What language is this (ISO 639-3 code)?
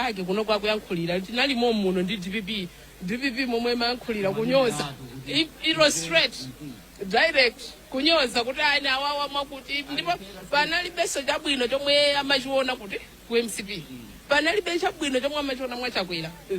nya